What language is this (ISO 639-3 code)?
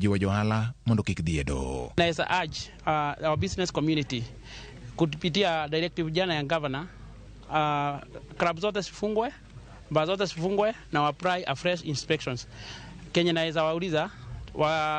luo